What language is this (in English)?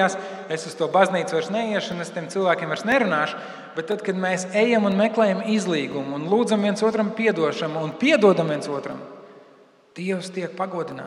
Latvian